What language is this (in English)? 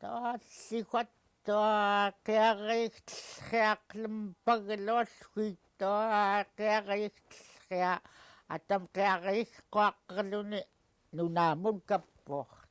Central Yupik